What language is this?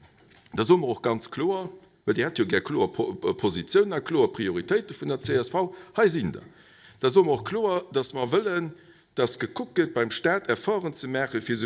Luxembourgish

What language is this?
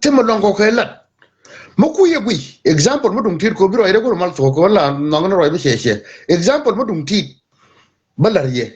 Nuer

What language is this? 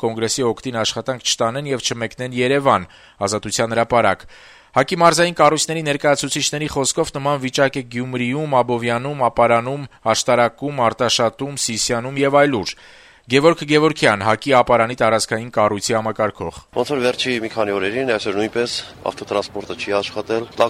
Armenian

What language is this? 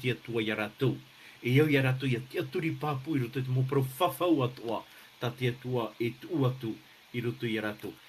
Tahitian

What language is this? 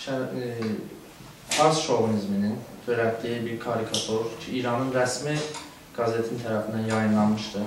South Azerbaijani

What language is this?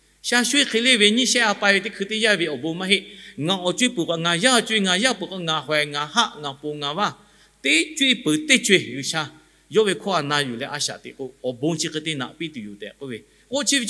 Lahu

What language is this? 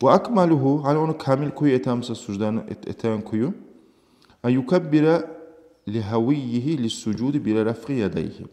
Kumyk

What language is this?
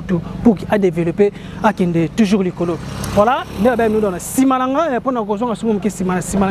Lingala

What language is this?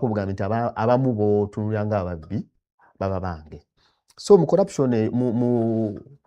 Ganda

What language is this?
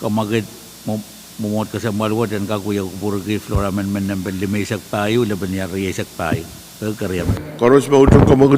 Pohnpeian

